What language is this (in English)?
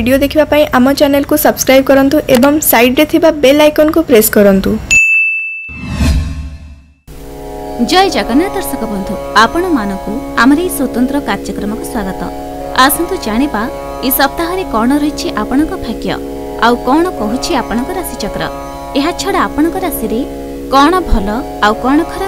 Odia